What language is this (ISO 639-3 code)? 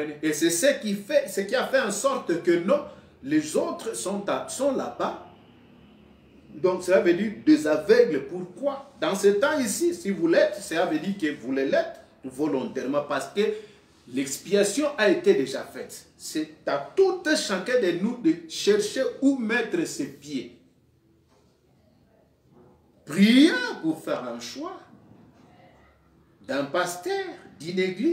fra